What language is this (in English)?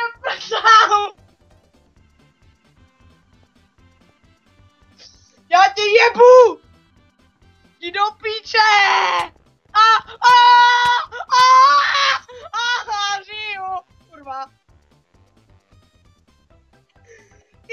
Czech